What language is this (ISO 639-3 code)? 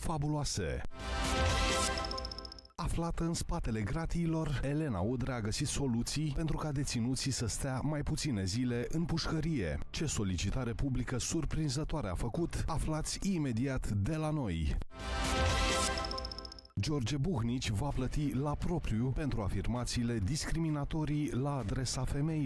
ron